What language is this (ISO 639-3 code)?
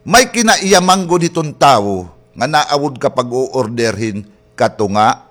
war